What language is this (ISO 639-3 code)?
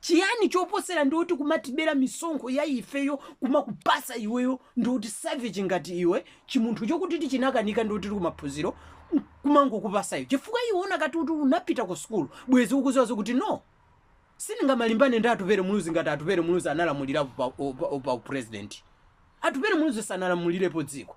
nya